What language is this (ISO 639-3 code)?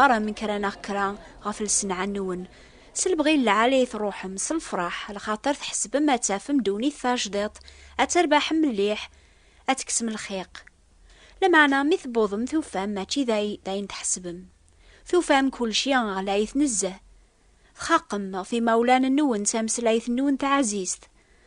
kab